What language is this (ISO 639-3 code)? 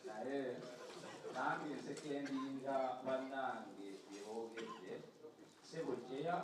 xog